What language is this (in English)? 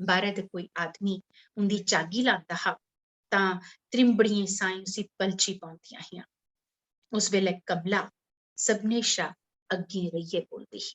Dogri